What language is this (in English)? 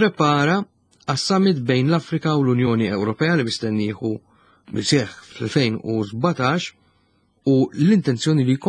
Maltese